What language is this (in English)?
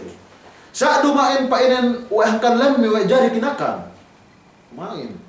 Yakan